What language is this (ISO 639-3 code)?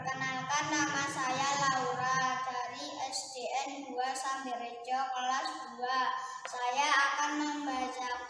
ind